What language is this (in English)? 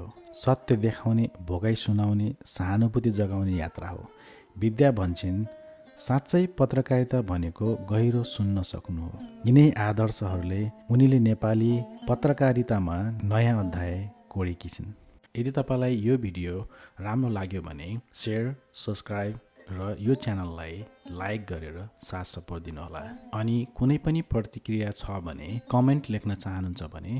Nepali